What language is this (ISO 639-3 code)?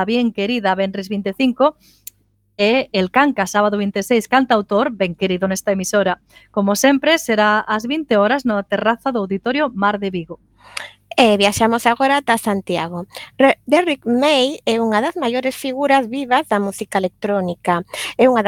glg